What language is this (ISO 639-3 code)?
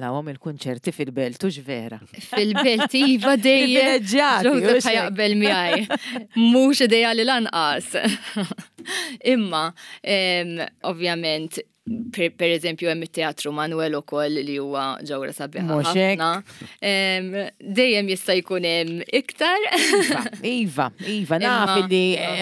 mlt